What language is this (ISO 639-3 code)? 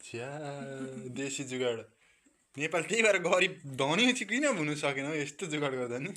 nep